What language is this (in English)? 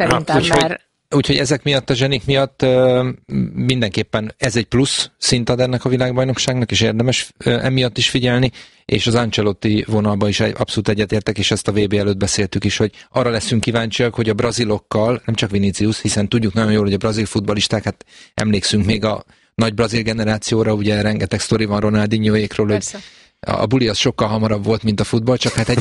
Hungarian